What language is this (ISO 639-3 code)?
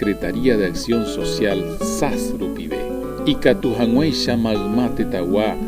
grn